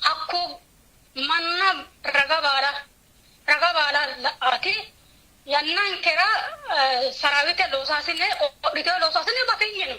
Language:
Sidamo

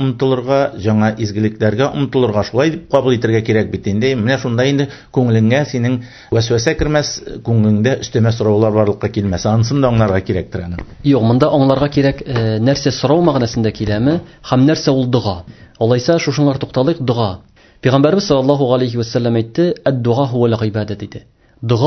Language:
Tatar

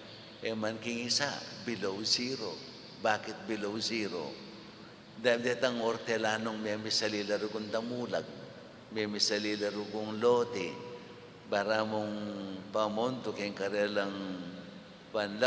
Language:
Pampanga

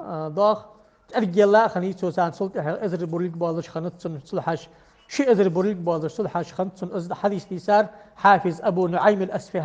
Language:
Ingush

